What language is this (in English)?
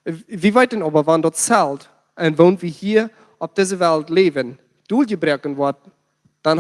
Plautdietsch